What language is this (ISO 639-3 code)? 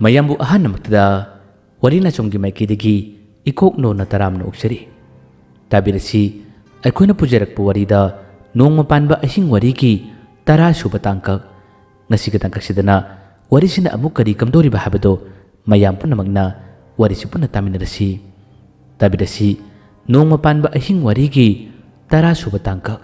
mni